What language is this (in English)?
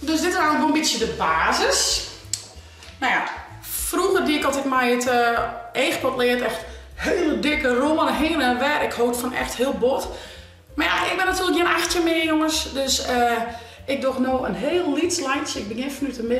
Western Frisian